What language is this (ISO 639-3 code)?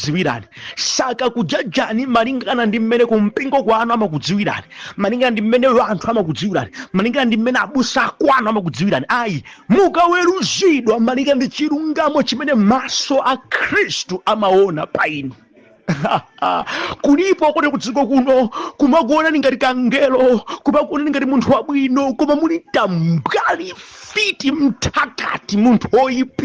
nya